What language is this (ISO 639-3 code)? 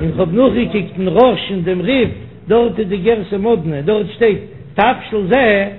yid